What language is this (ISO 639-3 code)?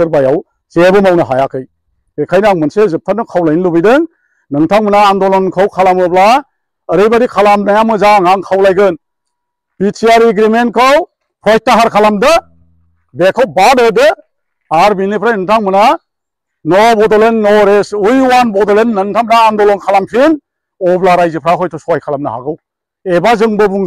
brx